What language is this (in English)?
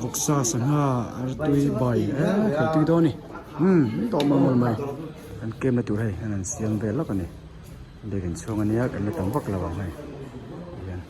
Mizo